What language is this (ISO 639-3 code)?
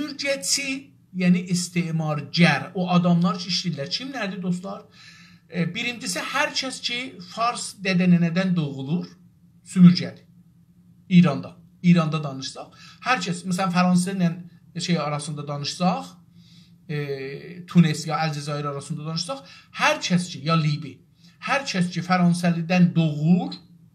azb